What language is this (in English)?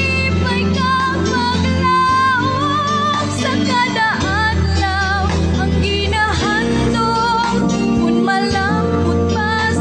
Hiligaynon